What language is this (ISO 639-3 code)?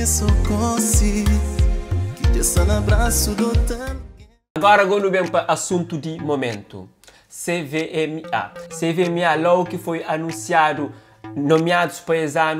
kea